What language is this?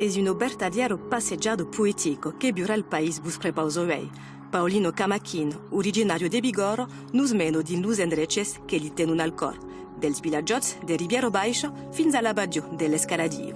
Occitan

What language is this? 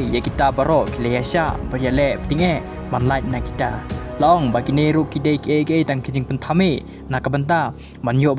Khasi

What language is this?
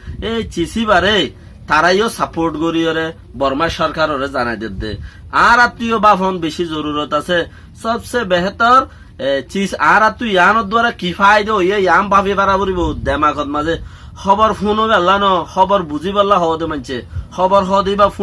Rohingya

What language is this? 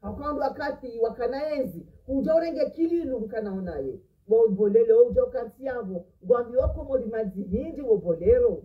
Ngazidja Comorian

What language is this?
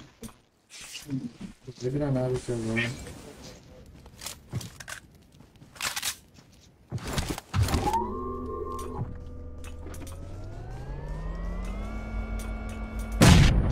Portuguese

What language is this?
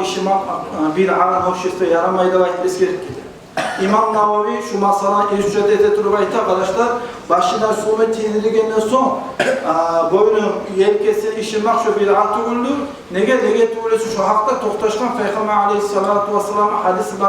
Kumyk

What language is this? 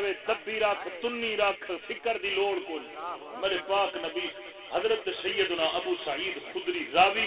Saraiki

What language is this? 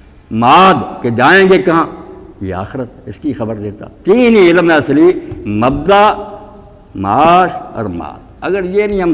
Urdu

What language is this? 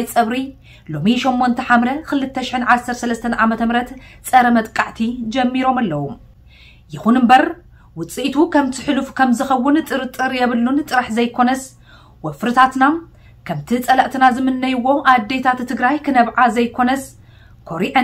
Tigrinya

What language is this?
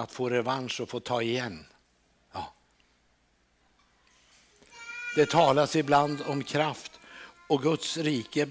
Swedish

